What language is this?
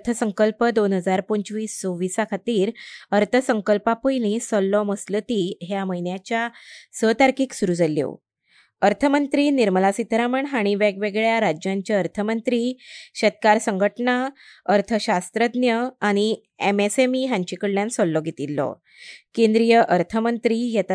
Konkani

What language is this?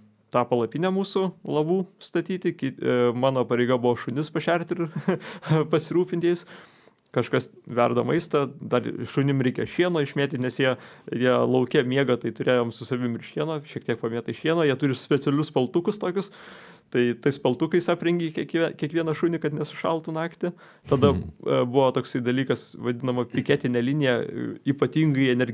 Lithuanian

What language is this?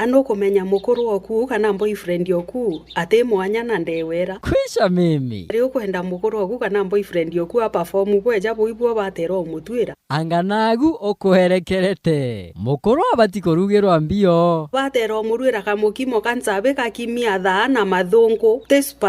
Meru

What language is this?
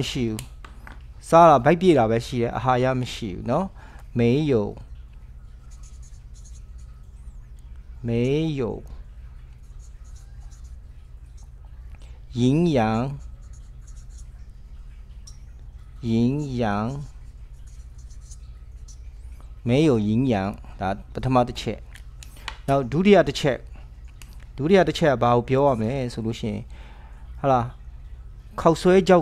Burmese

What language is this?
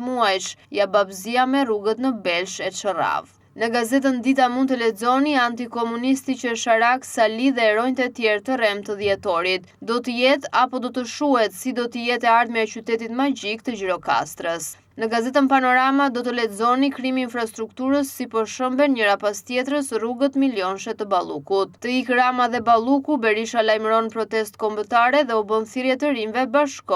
Albanian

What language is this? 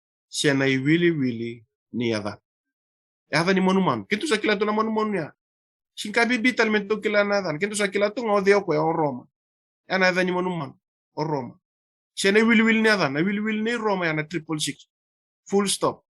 Fijian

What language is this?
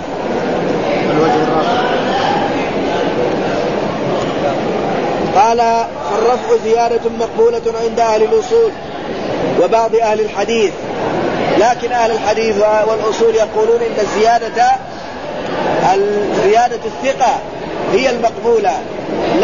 Arabic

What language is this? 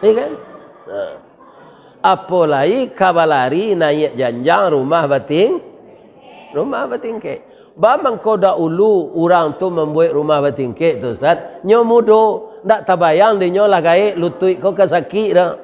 Minangkabau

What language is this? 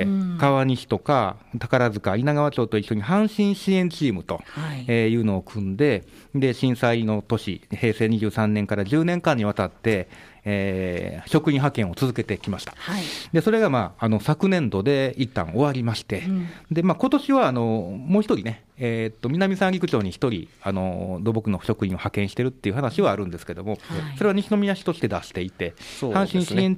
Japanese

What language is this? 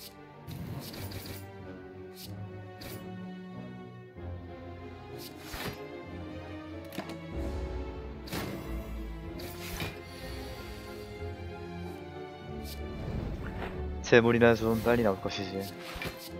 Korean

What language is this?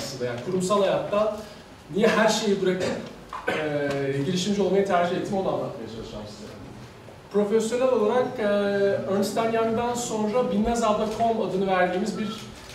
Turkish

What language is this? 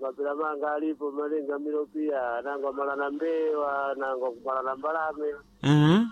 Sena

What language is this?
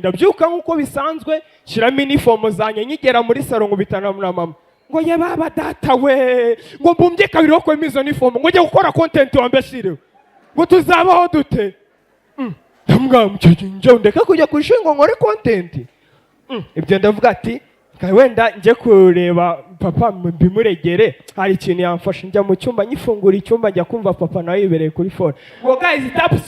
Kinyarwanda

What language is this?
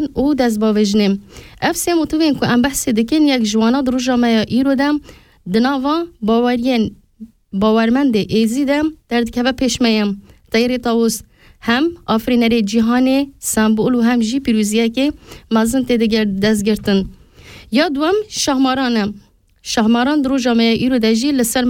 Kurdish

